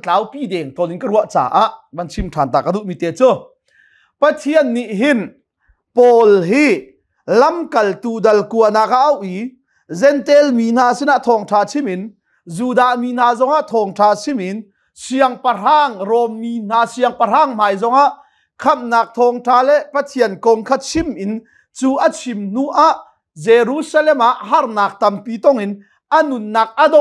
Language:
Hakha Chin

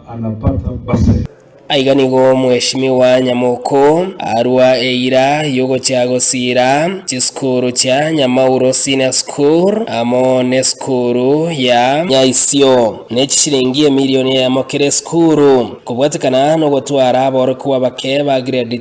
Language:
Gusii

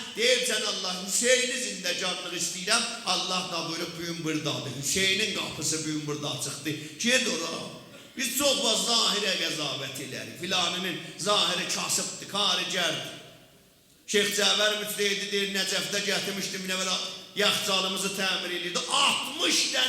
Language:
South Azerbaijani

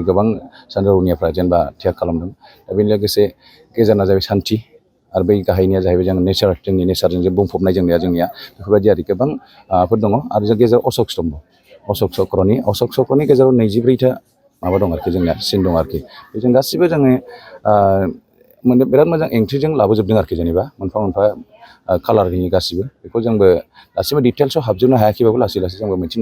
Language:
Bodo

